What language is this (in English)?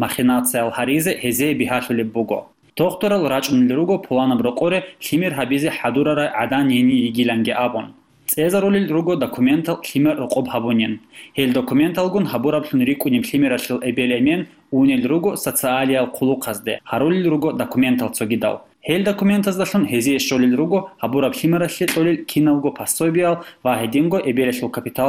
Avaric